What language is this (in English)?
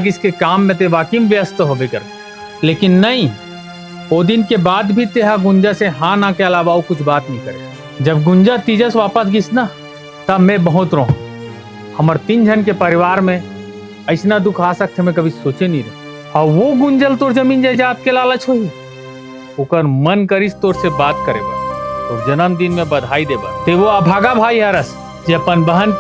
Chhattisgarhi